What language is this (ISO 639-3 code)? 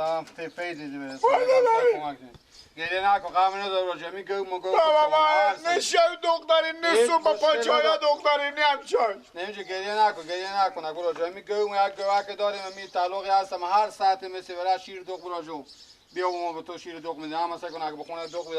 fas